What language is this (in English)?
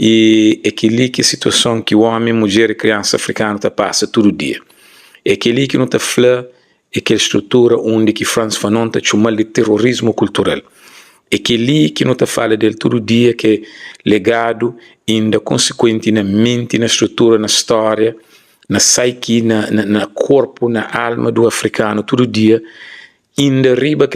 Kabuverdianu